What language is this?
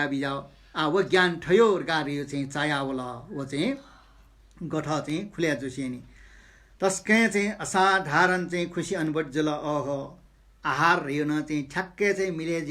Newari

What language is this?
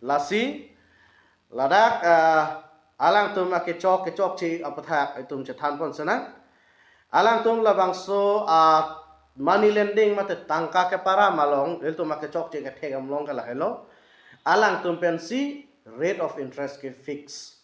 Karbi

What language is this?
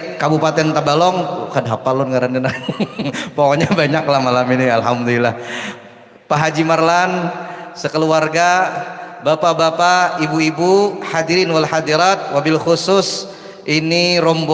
Banjar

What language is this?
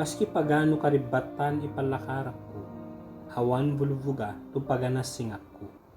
Ibanag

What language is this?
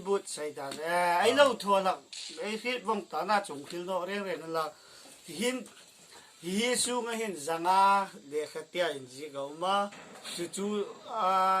Hmar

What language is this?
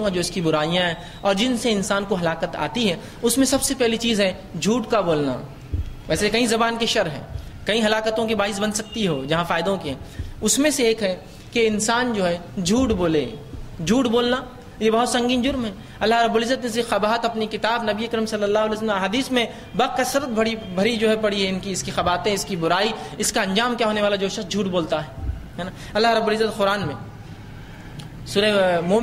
Urdu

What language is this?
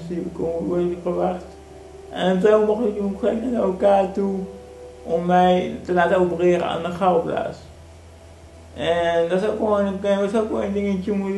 Dutch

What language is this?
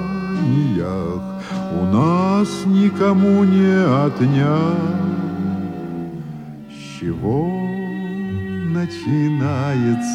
Russian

